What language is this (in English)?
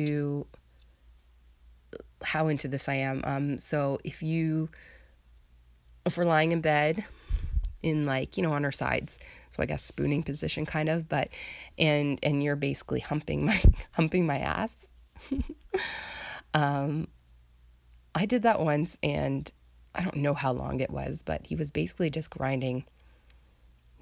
English